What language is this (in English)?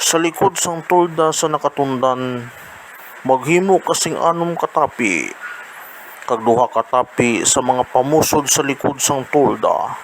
Hiligaynon